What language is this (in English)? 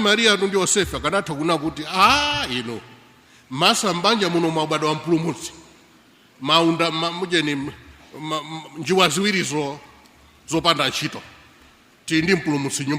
Nyanja